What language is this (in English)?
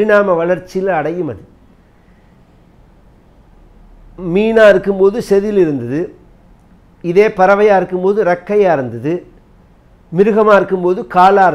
Tamil